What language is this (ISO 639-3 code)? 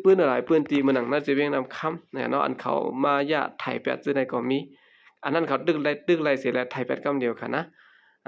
shn